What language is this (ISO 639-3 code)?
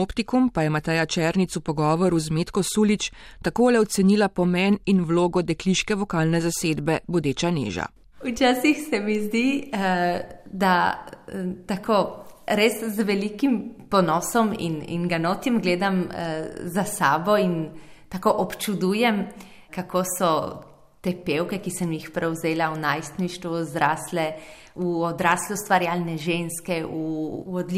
slv